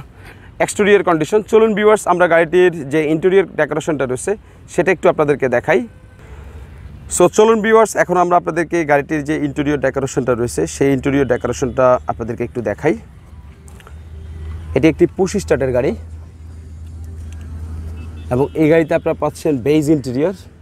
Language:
Bangla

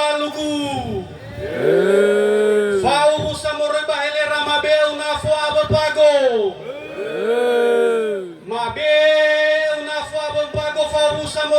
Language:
Nias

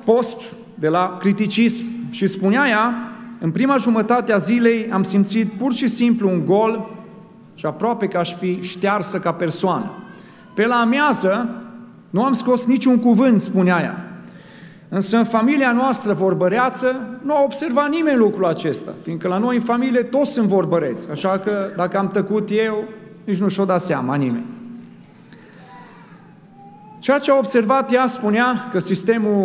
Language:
Romanian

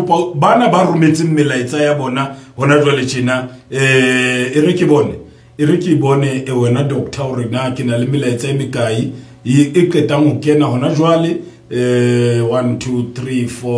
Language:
Southern Sotho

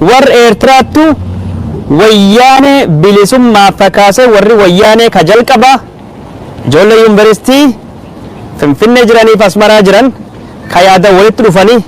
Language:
Oromo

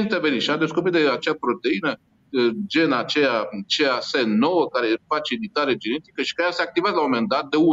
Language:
Romanian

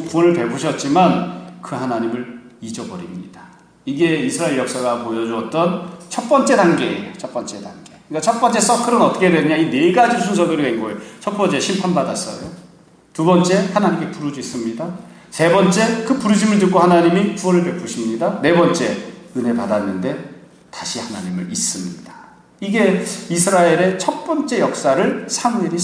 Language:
Korean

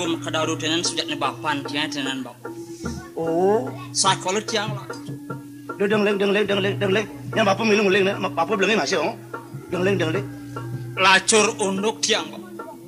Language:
Balinese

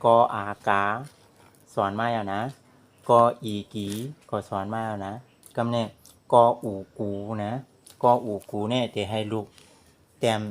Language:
Shan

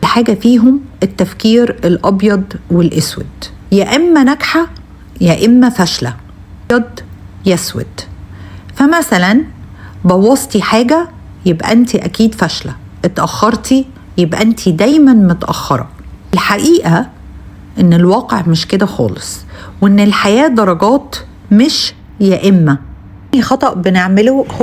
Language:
Egyptian Arabic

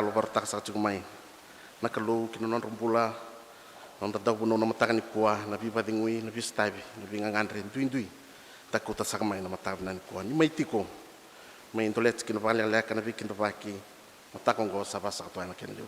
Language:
Fijian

